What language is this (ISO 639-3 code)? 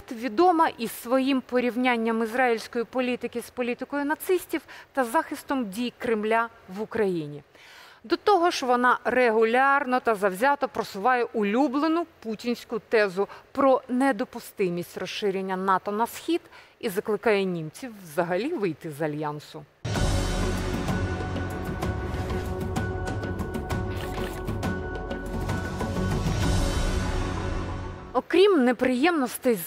ukr